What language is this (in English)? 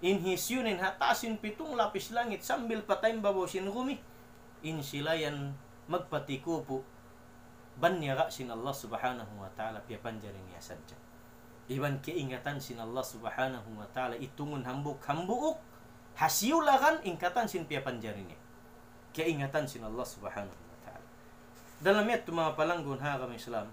Tausug